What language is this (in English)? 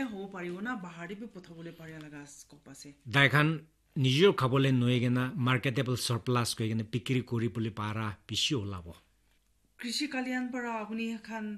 Naga Pidgin